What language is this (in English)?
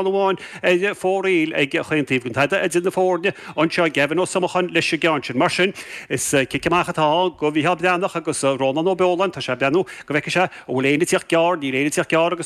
Irish